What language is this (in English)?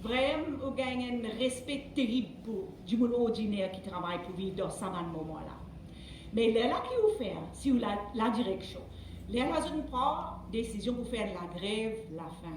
Morisyen